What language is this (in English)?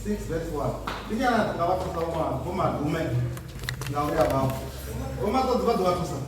Venda